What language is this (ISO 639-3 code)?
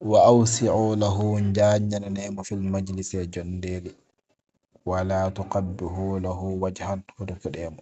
ful